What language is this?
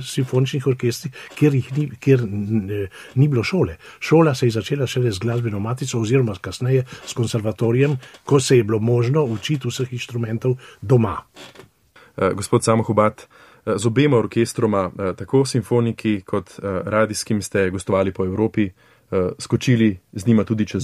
Slovenian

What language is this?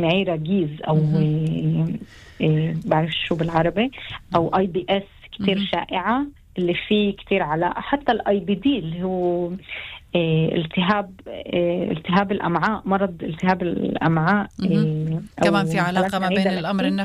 North Levantine Arabic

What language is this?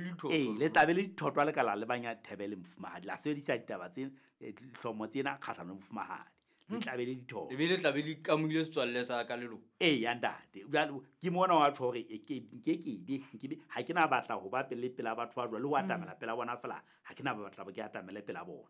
Southern Sotho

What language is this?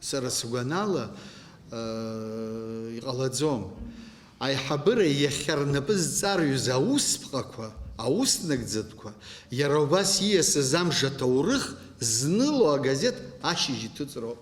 Abkhazian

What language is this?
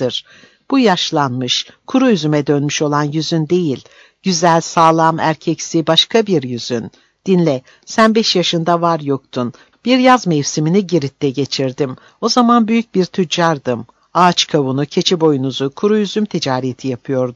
Turkish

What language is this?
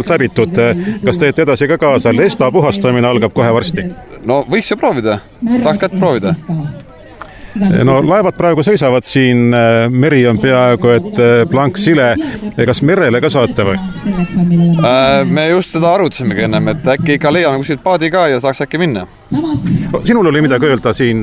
Estonian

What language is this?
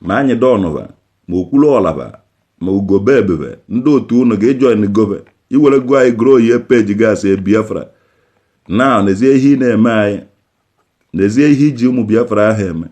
Igbo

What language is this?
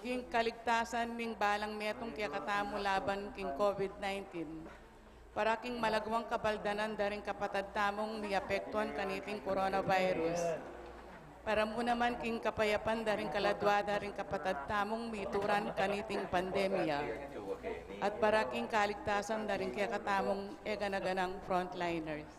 Pampanga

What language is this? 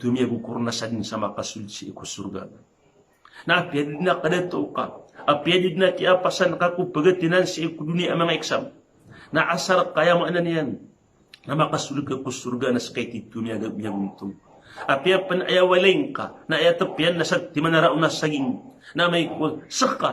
Maranao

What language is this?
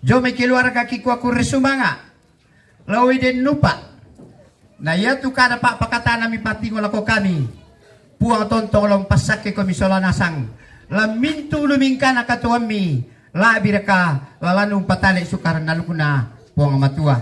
Toraja-Sa'dan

